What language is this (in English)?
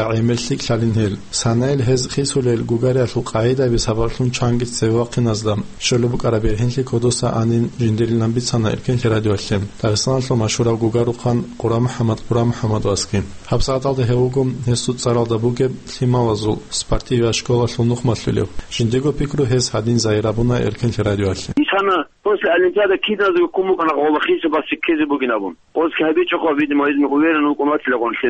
Avaric